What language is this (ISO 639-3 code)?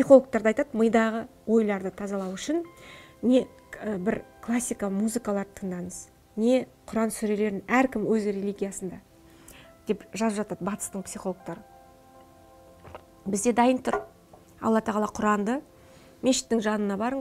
kaz